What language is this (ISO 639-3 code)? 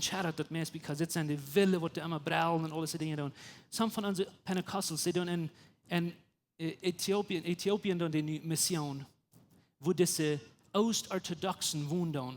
pdt